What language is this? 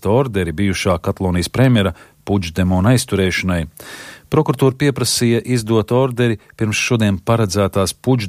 Latvian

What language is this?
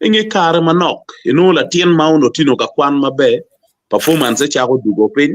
Acoli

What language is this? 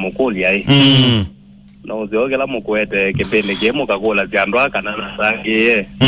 Kamba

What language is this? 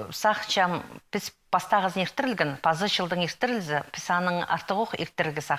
Khakas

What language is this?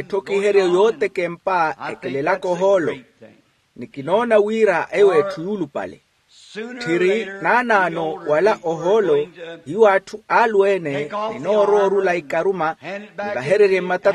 Makhuwa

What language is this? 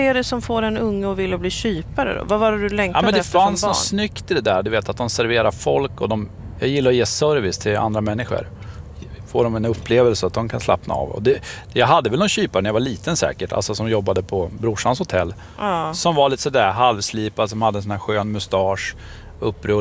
Swedish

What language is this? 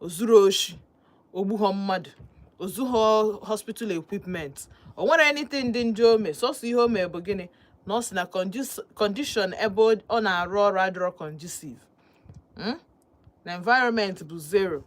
Igbo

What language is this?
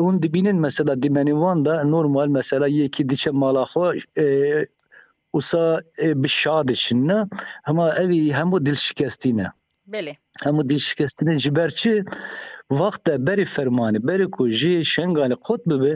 Kurdish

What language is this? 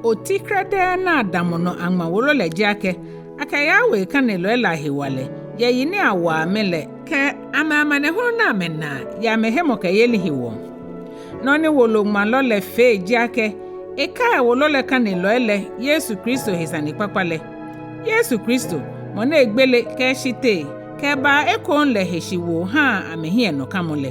Ga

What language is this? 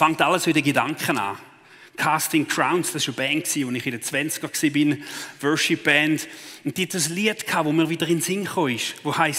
Swiss German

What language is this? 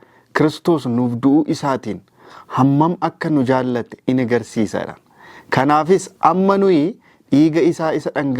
Oromo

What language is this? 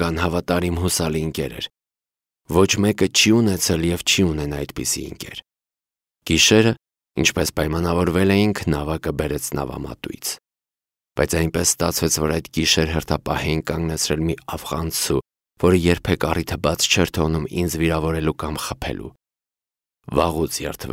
Armenian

